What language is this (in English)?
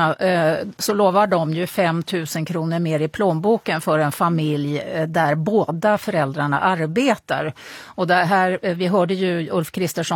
Swedish